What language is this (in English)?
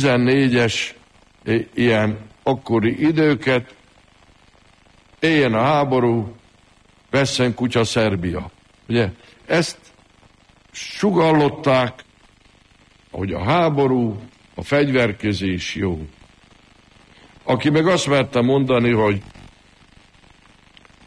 Hungarian